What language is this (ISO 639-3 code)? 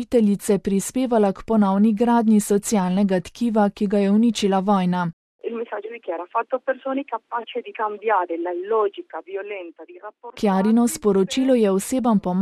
slv